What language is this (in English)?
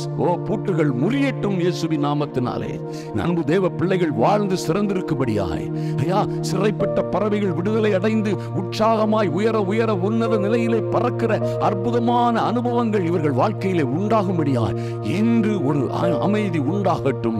Tamil